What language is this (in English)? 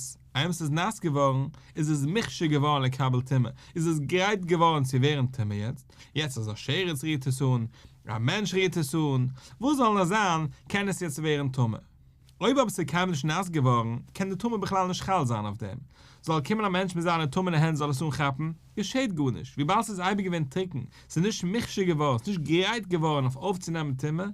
Yiddish